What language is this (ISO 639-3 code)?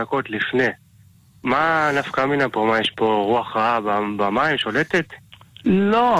heb